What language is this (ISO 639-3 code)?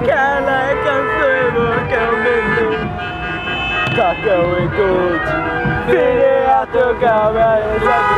fao